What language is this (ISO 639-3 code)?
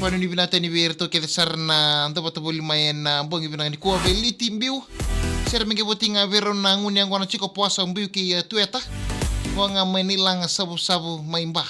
fij